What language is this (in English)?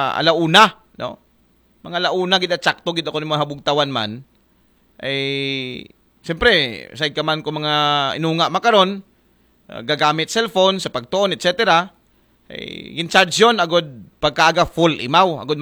Aklanon